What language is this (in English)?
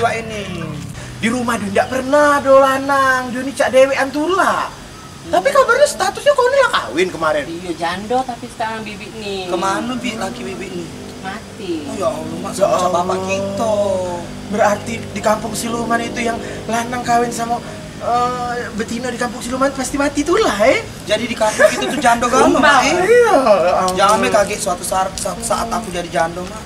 Musi